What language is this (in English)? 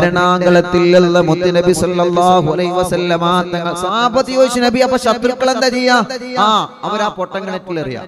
Malayalam